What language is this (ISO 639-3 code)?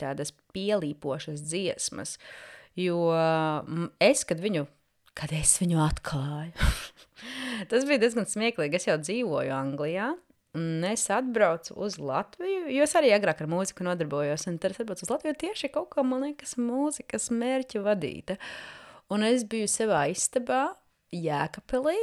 lav